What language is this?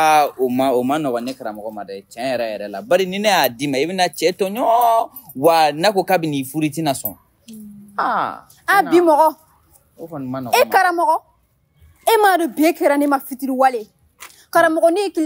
Bambara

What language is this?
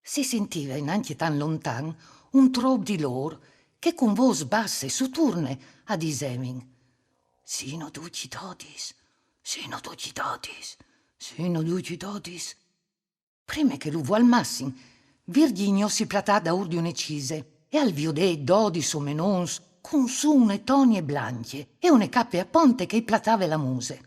Friulian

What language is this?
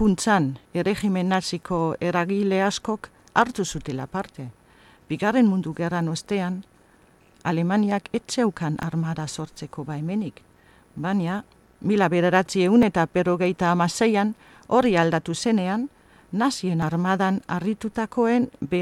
Basque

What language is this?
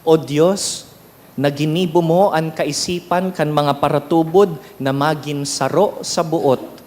Bikol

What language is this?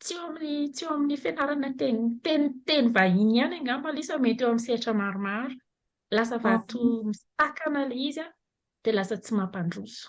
Malagasy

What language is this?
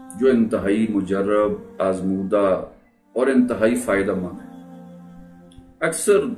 Urdu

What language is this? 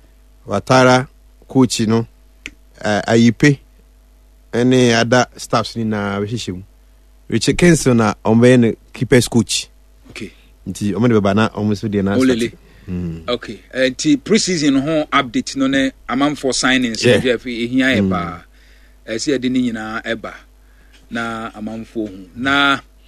Akan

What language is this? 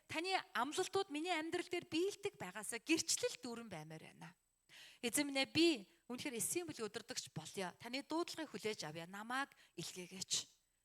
Mongolian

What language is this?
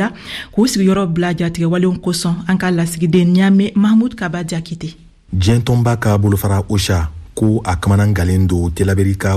Bambara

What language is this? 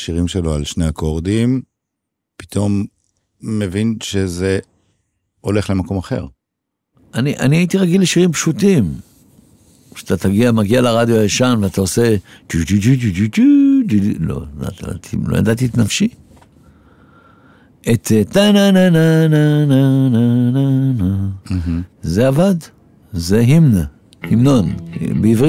Hebrew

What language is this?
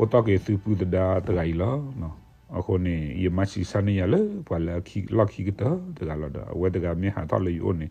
S'gaw Karen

